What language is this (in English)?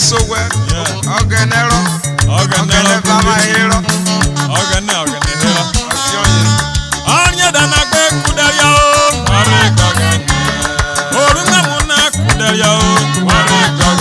Urhobo